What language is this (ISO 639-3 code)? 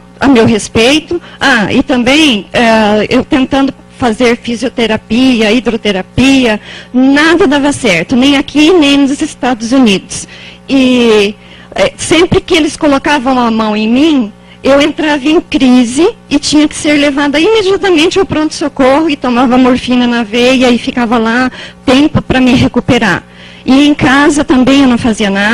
por